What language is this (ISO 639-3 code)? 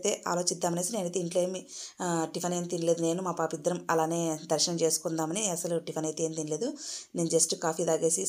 tel